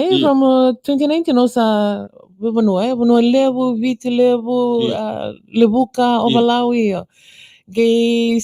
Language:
Fijian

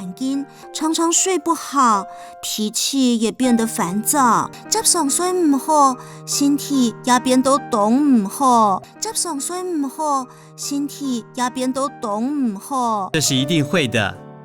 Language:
Hakka Chinese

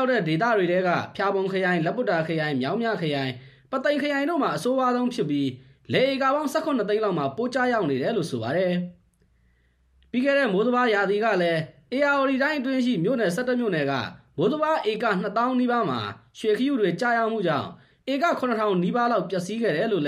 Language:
Burmese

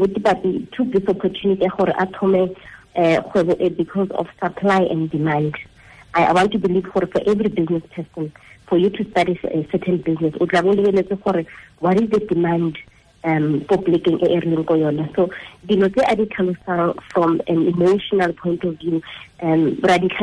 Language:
Tswana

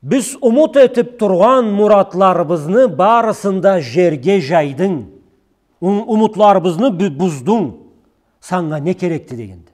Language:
Karachay-Balkar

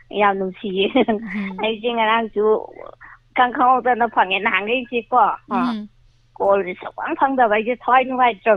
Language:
Manipuri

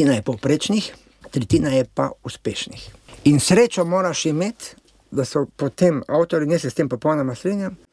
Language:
Slovenian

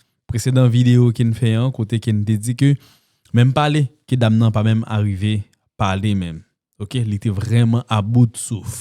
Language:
Haitian Creole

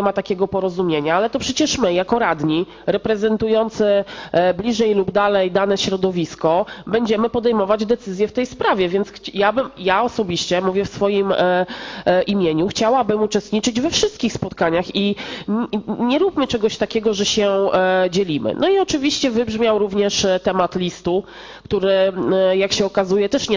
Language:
Polish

